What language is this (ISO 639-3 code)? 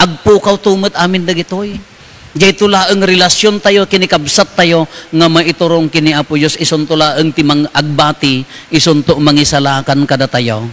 ilo